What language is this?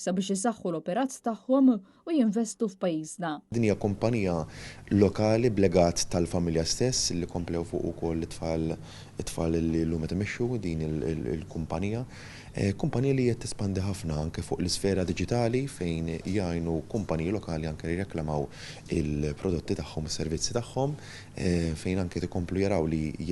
Maltese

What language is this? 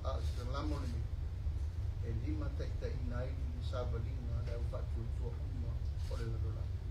Samoan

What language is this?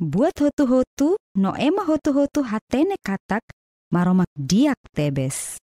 Tetum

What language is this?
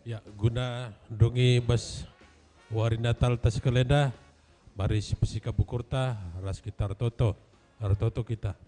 Batak Karo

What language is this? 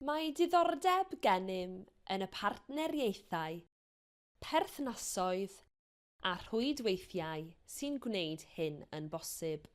Welsh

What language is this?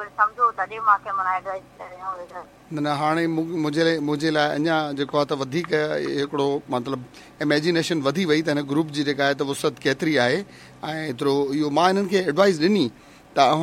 Sindhi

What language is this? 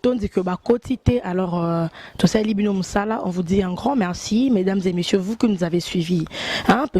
Lingala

